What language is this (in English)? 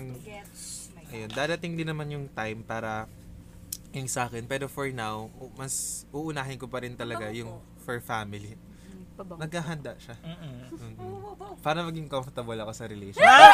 Filipino